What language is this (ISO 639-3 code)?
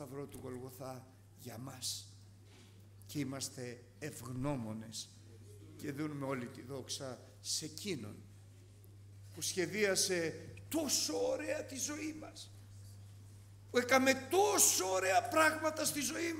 ell